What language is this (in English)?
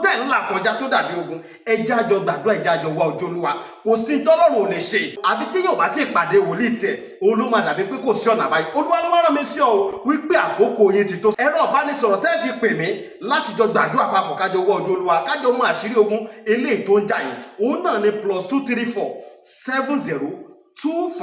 Yoruba